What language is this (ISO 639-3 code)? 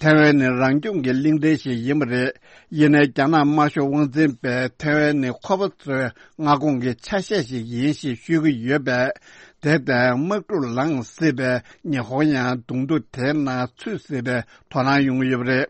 bod